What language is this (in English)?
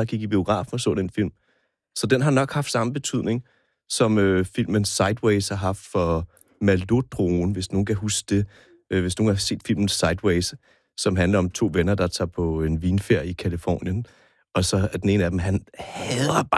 Danish